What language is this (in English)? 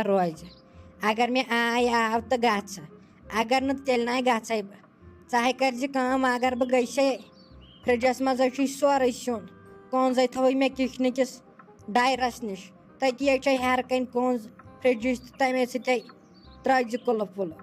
Kashmiri